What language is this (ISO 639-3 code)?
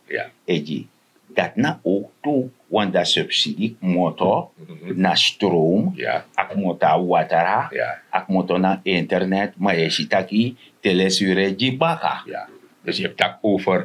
srn